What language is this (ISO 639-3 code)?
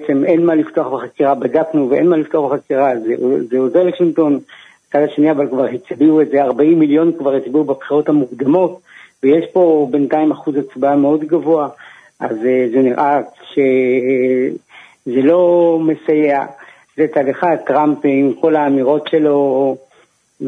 heb